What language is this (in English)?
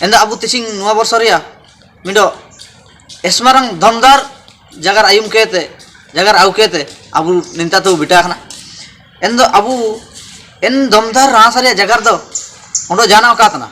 Ho